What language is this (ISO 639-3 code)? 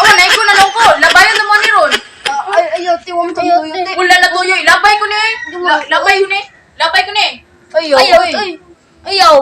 ceb